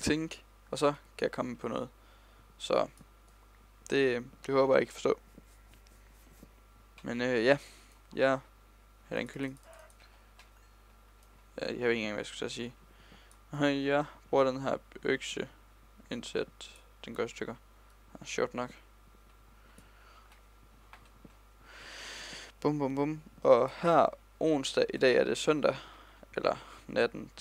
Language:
Danish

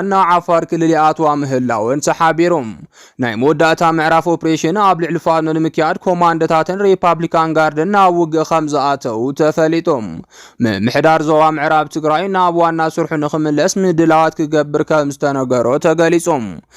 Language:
Tigrinya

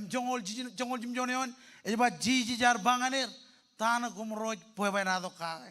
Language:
Marshallese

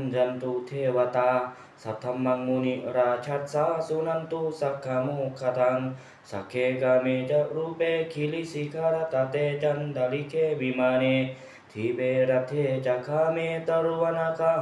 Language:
Pali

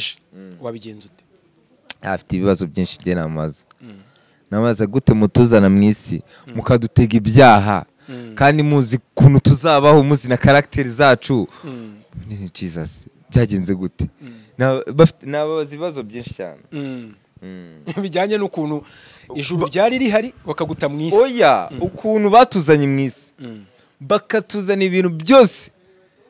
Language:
Kinyarwanda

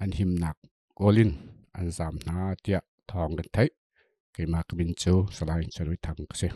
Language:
Hakha Chin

